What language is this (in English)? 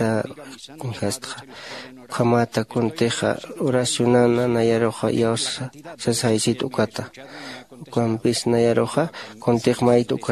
Aymara